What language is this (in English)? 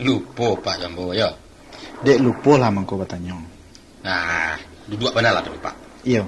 Minangkabau